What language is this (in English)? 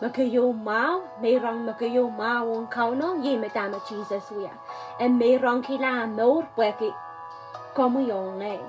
Pohnpeian